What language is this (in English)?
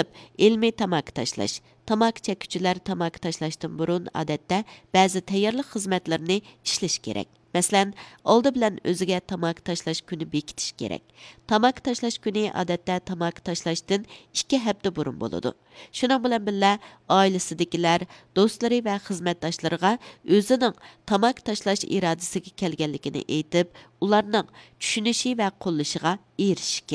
Uyghur